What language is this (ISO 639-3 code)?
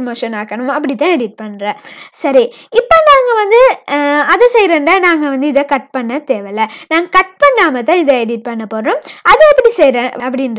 tam